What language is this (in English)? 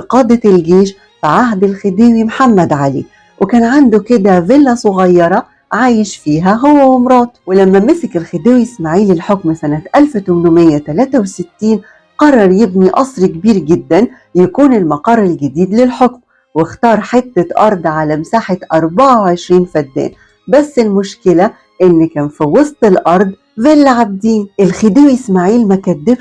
Egyptian Arabic